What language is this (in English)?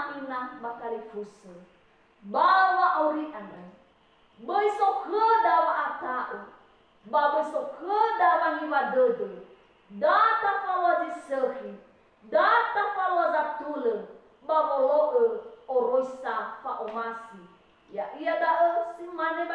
Nias